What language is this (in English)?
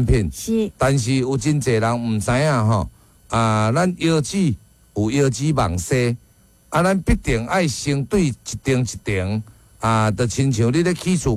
Min Nan Chinese